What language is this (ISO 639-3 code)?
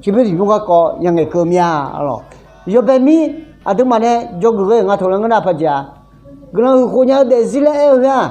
ahk